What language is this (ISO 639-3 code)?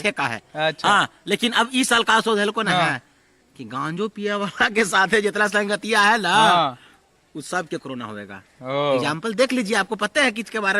mag